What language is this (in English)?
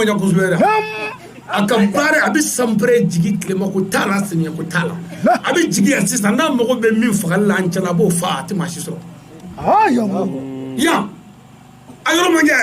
Bambara